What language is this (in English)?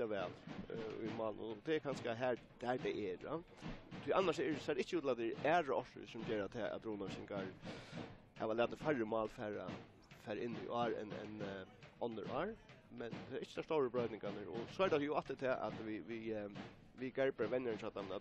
Faroese